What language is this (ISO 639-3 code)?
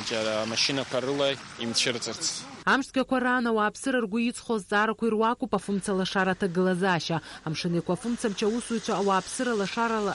abk